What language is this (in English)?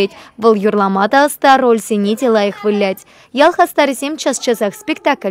Chuvash